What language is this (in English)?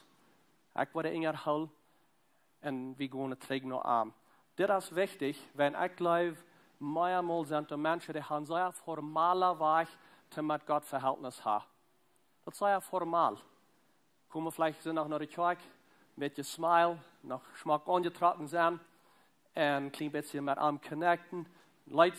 Plautdietsch